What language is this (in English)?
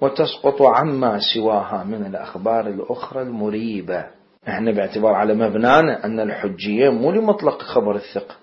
Mesopotamian Arabic